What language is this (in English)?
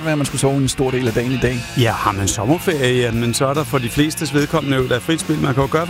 Danish